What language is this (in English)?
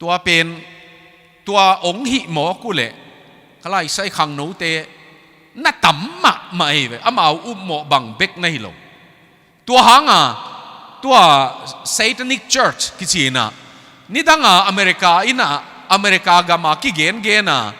Tedim Chin